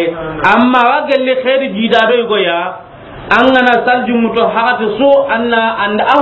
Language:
Soninke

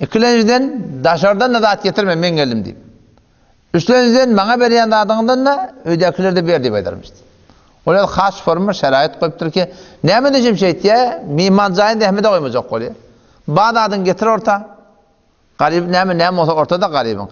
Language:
Turkmen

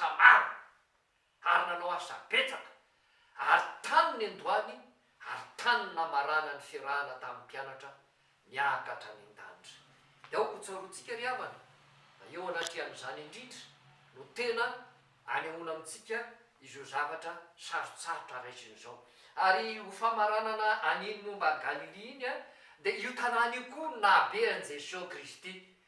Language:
Malagasy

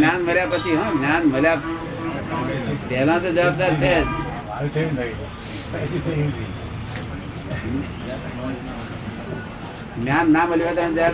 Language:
Gujarati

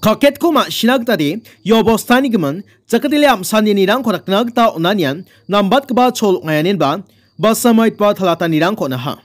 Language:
Garo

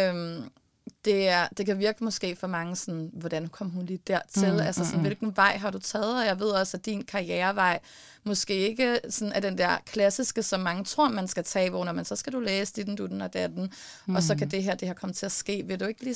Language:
Danish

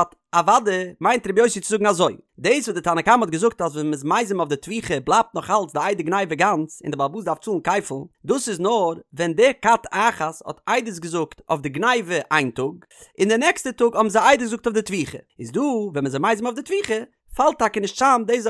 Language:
Yiddish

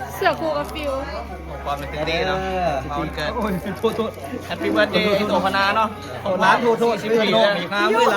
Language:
Northeastern Thai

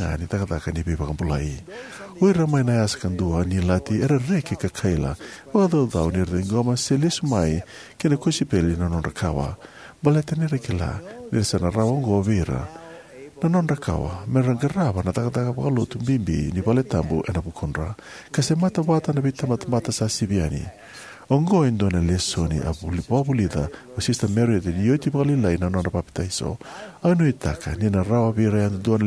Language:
Fijian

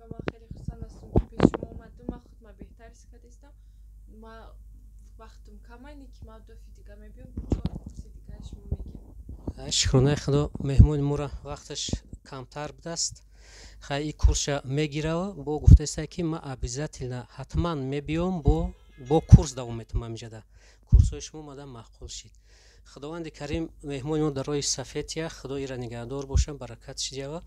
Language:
Tajik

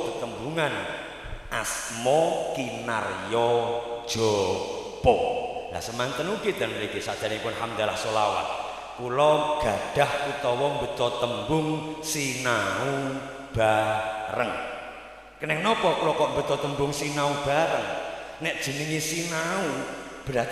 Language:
Javanese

